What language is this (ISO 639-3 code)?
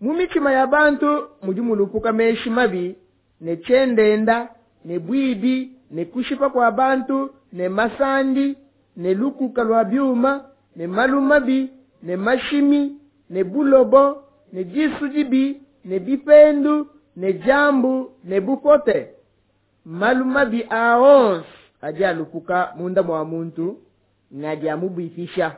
lua